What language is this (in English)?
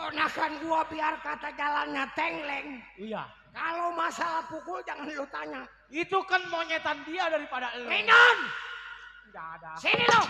Betawi